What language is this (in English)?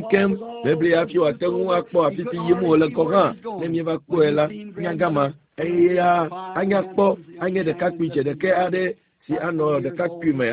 Ewe